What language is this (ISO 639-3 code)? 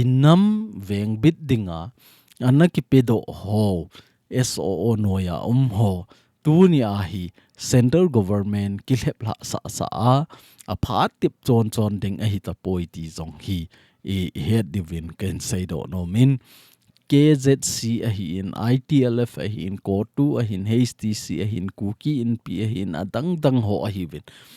tcz